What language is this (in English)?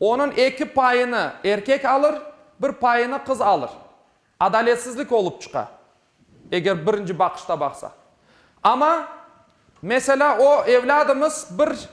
Crimean Tatar